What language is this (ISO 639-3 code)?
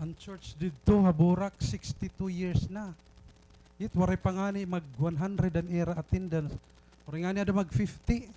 war